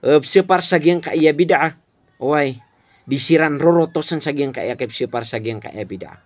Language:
Maranao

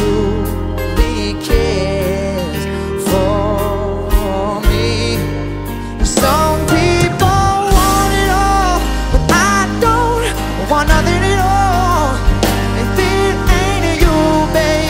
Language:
English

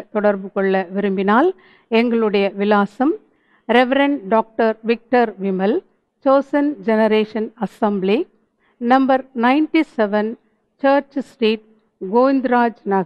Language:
Tamil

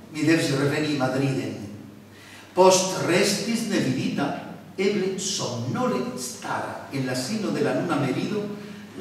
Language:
Esperanto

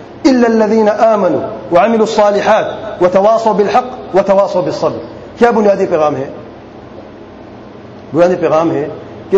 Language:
Urdu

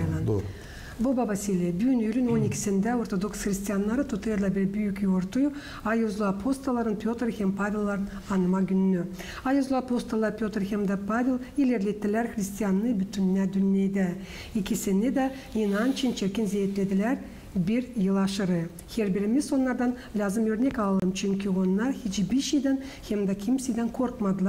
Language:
Gagauz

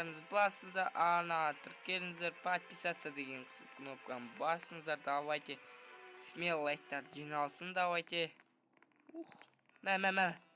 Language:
Kazakh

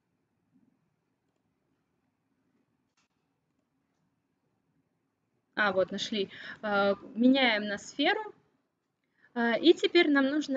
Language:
Russian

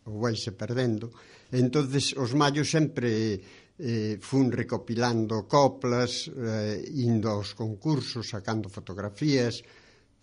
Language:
Galician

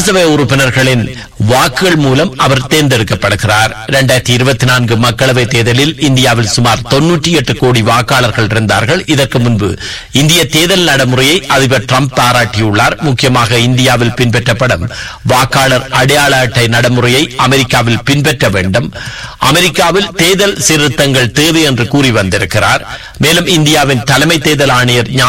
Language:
Tamil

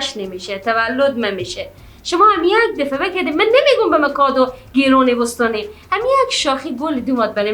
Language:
Persian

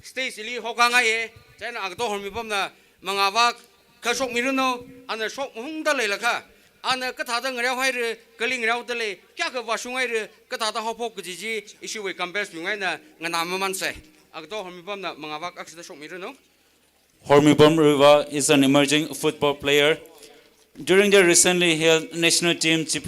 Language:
Tangkhul Naga (India)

